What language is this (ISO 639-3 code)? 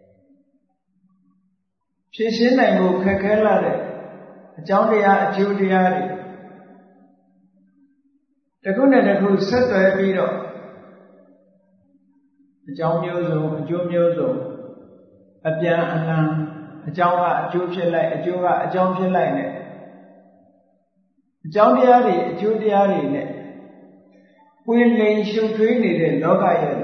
mya